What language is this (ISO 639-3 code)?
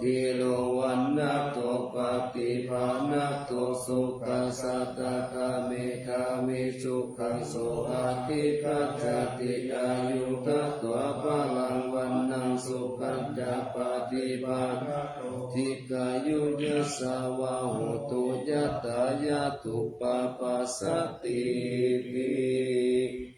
pli